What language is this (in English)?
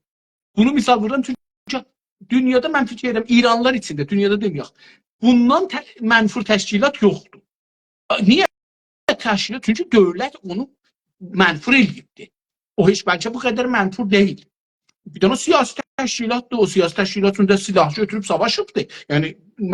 South Azerbaijani